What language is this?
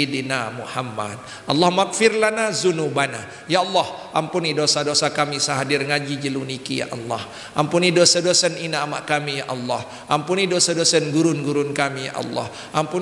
Sasak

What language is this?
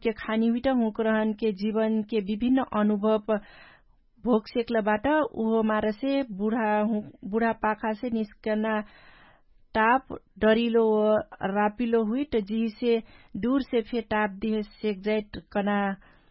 Dangaura Tharu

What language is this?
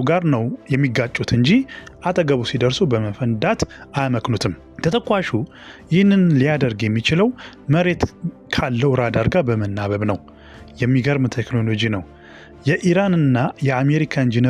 Amharic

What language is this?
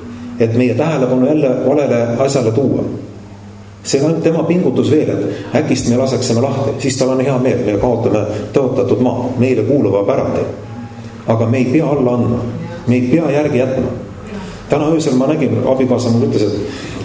Estonian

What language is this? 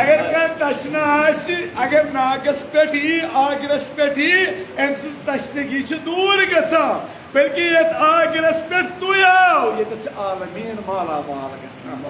Kashmiri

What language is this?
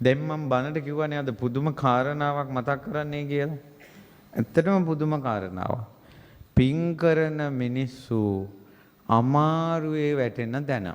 Sinhala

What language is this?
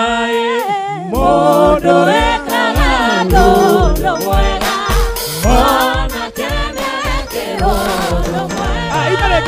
Kikuyu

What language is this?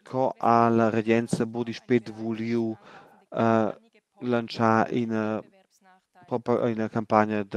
Romansh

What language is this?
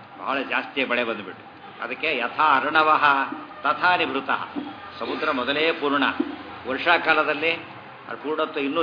Kannada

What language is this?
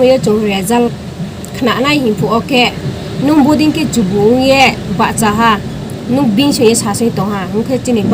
Riang (India)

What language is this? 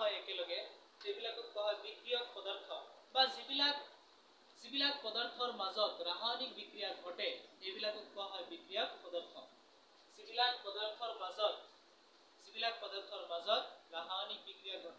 Assamese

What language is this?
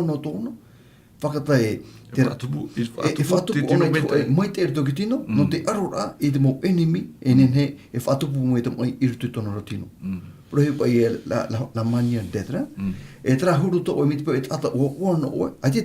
Tahitian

